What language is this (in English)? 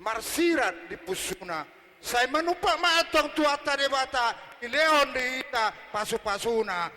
Batak Toba